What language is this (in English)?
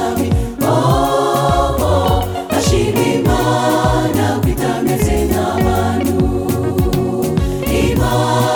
Kinyarwanda